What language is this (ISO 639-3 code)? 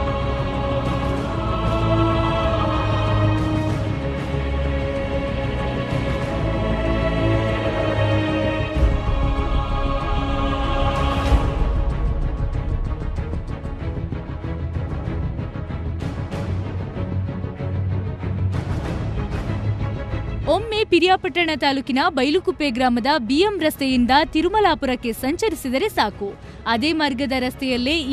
kan